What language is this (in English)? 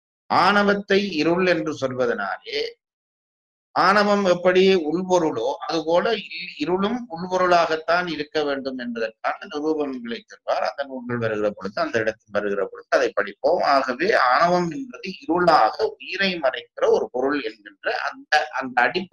Tamil